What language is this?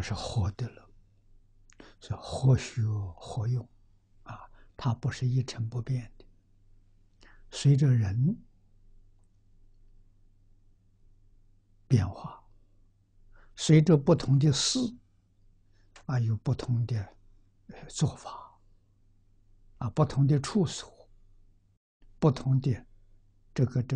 Chinese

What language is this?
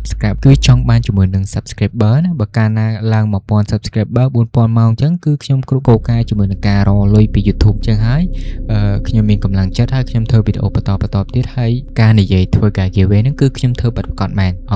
Khmer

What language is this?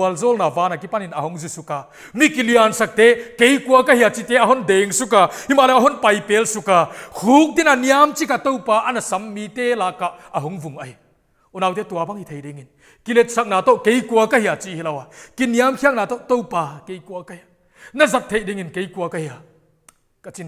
Paite Chin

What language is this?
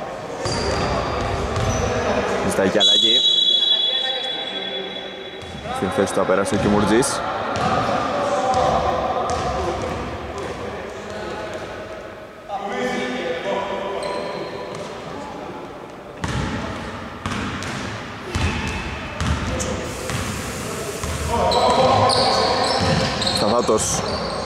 Greek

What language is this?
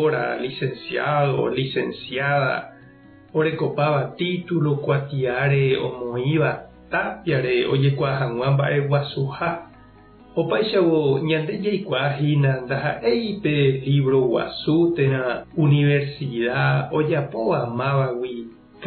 Guarani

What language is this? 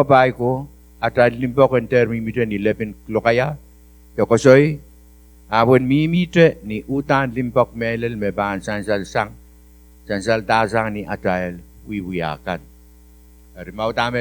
Pohnpeian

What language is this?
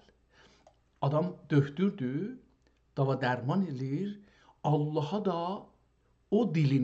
South Azerbaijani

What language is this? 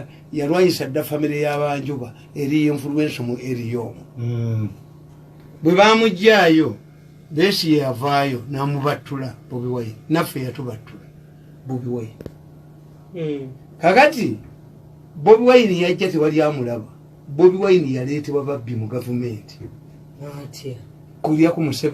Ganda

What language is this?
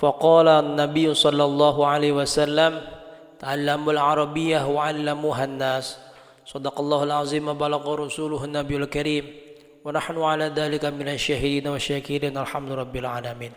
Sundanese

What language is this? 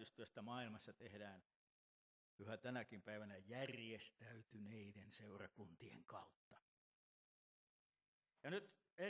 Finnish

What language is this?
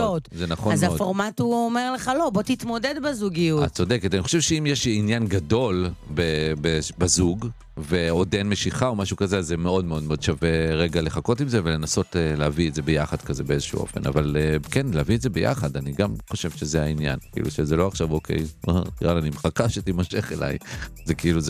Hebrew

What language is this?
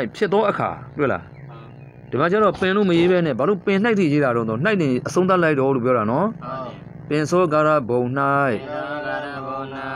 Burmese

